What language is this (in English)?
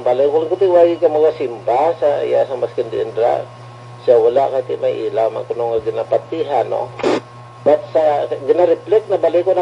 Hiligaynon